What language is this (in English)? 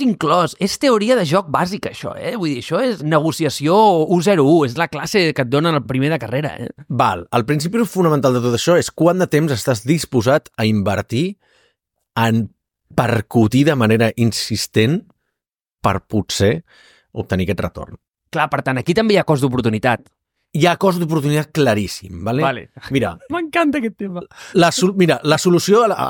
Catalan